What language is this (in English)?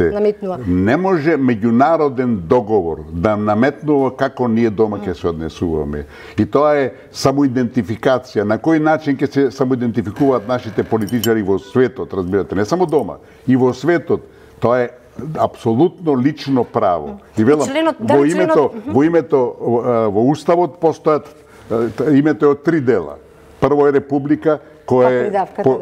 Macedonian